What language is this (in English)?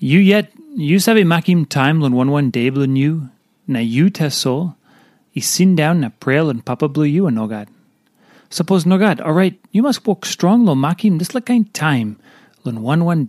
Tok Pisin